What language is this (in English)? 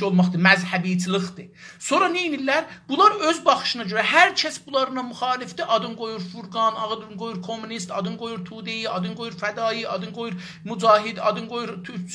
South Azerbaijani